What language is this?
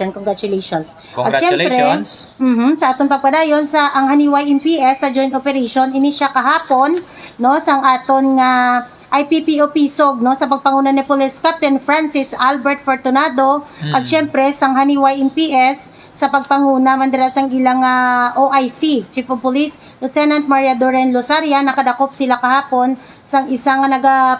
Hiligaynon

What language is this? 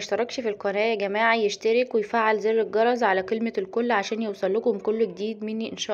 Egyptian Arabic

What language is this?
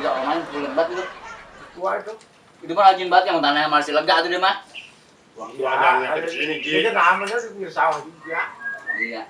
Betawi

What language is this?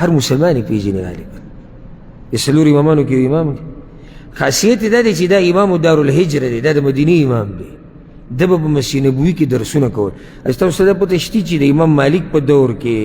Pashto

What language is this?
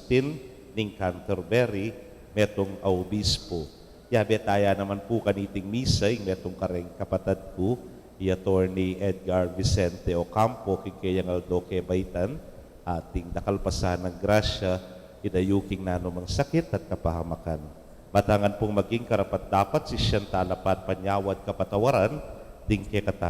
Pampanga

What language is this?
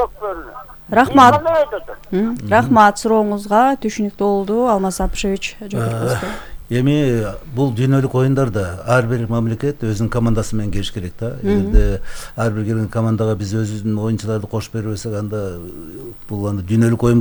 Kyrgyz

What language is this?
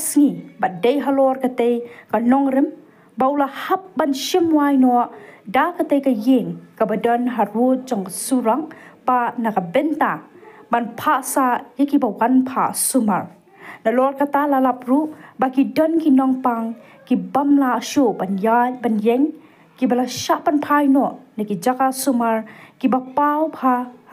Khasi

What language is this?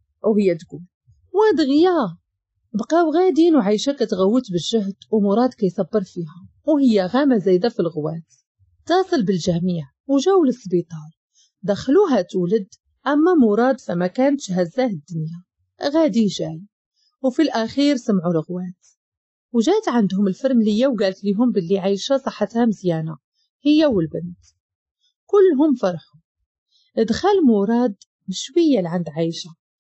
Moroccan Arabic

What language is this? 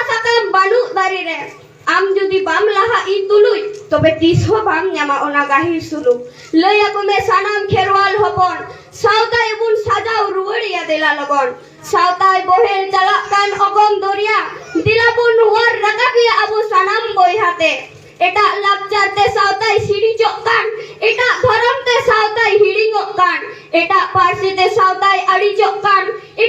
Santali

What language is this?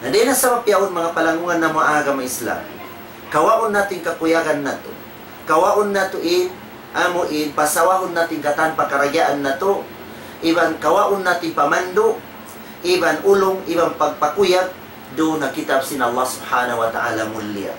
Tausug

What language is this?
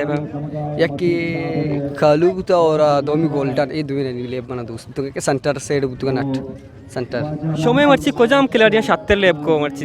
Eastern Balochi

